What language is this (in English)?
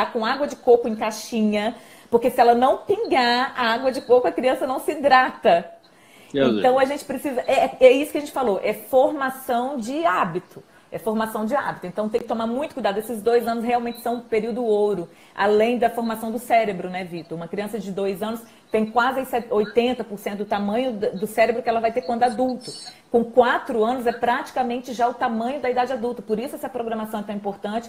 Portuguese